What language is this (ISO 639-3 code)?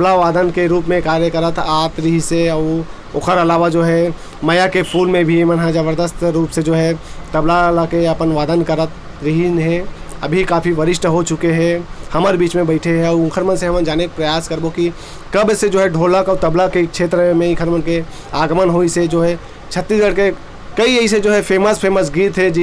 hne